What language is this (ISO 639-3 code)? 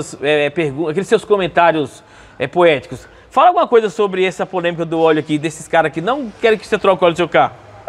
por